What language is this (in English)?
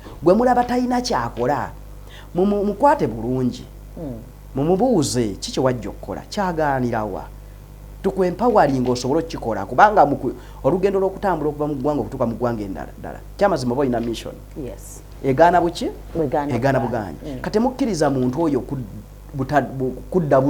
Ganda